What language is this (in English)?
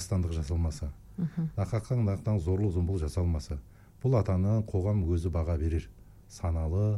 Kazakh